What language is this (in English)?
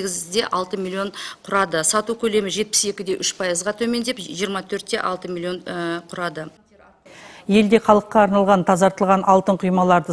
Kazakh